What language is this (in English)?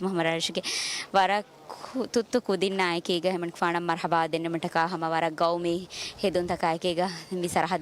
Divehi